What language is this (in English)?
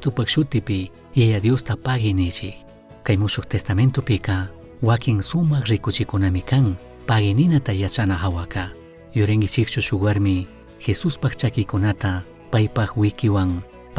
Chimborazo Highland Quichua